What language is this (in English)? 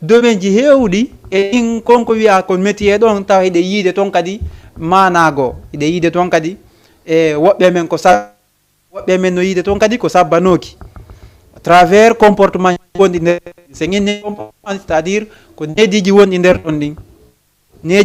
Fula